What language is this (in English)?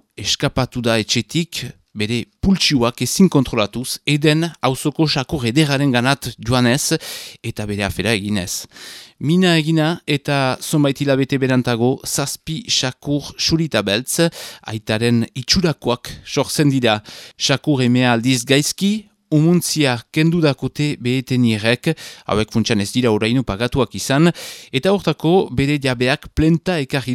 Basque